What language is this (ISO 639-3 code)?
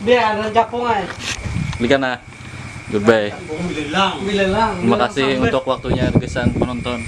bjn